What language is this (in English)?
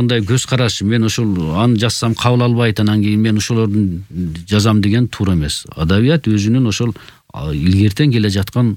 Kyrgyz